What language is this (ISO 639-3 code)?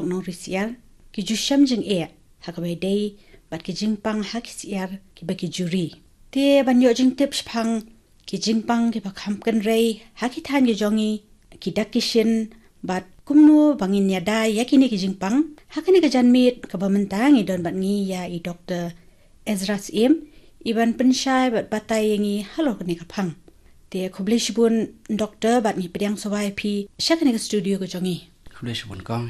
kha